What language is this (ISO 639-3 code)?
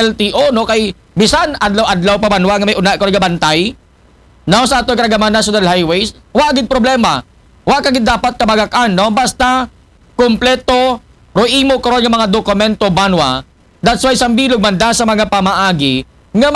akl